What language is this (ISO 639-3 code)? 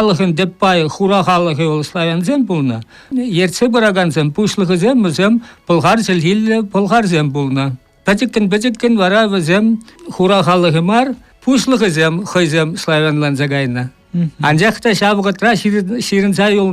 chv